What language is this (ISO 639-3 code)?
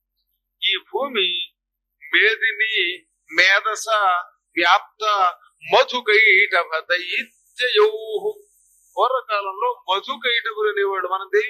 tel